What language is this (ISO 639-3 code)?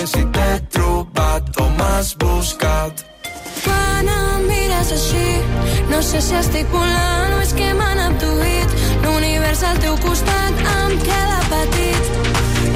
cat